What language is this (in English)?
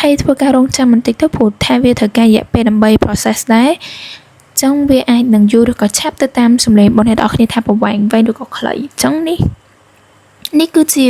Khmer